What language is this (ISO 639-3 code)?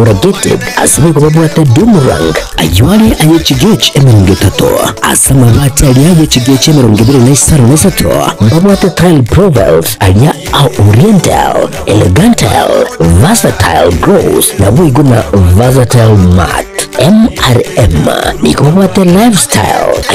guz